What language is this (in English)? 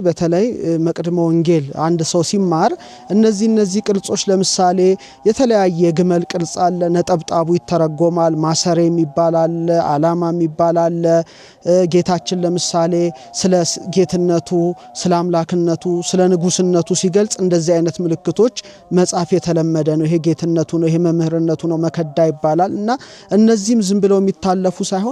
Amharic